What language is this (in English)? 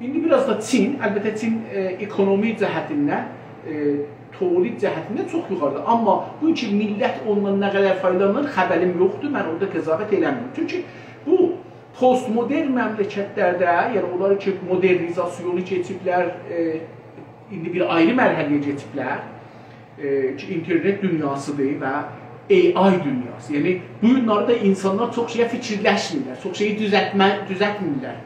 South Azerbaijani